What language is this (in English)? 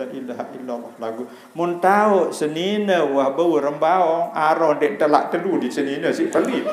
Sasak